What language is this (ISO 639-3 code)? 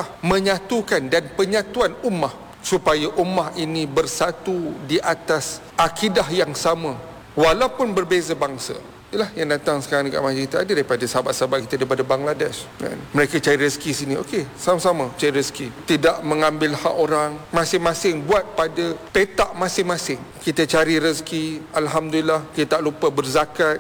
msa